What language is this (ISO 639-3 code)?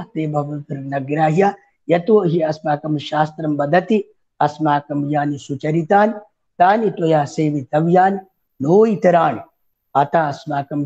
san